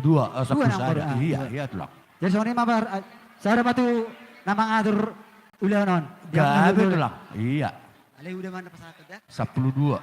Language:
Batak Toba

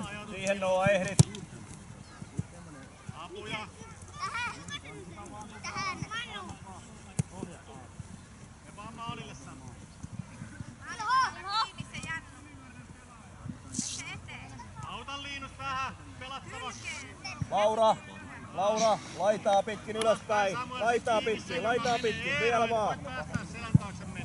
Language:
Finnish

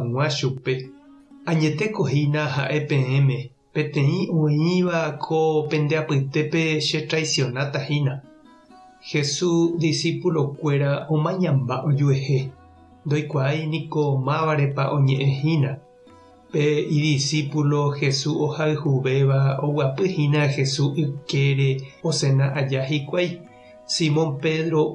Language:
Guarani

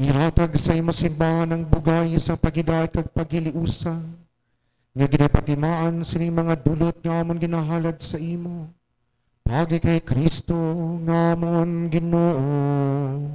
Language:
Hiligaynon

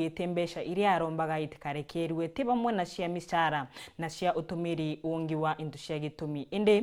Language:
Meru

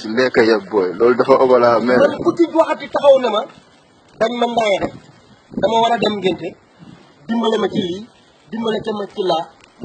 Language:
Wolof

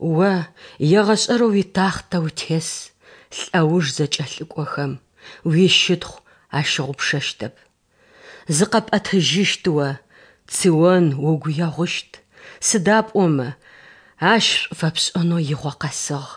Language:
Adyghe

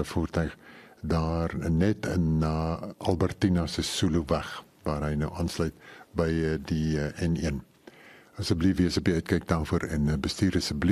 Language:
Afrikaans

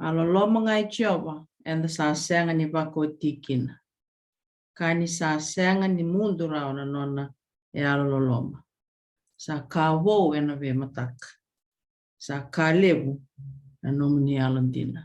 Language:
Fijian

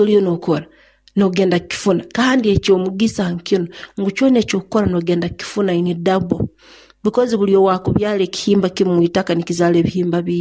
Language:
Nyoro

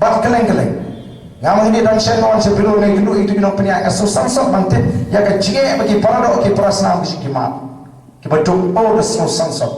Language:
Khasi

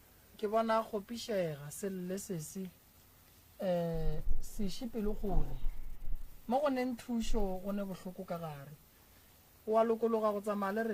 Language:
Northern Sotho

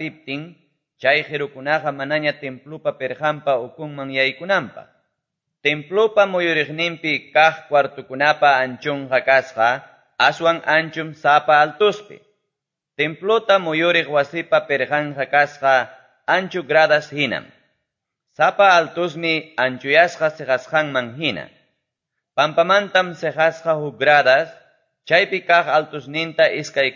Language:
Quechua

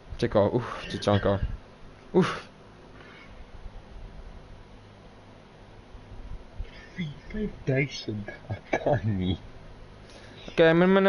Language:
Afrikaans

